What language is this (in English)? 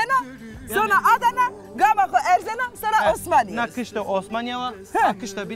Zaza